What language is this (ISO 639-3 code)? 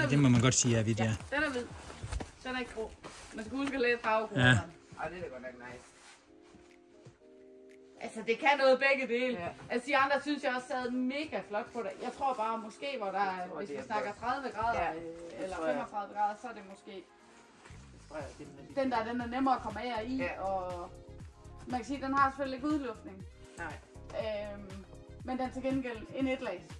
dan